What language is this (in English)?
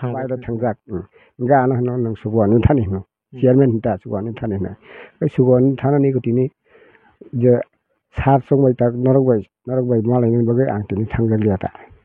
Kok Borok